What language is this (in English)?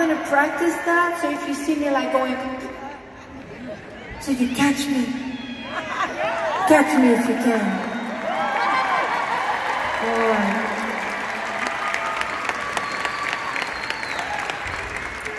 English